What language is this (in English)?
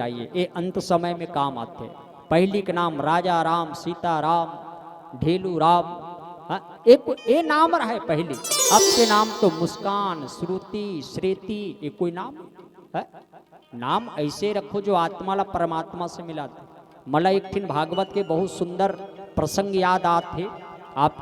Chhattisgarhi